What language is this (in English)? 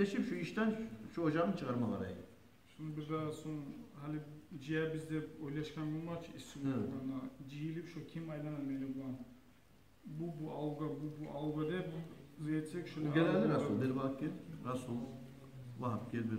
Kumyk